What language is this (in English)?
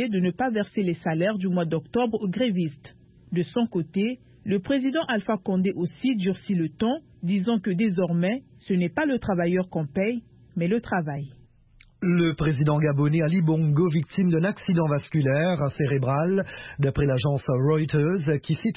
French